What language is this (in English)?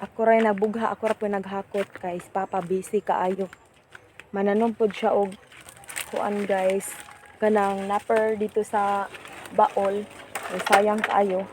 Cebuano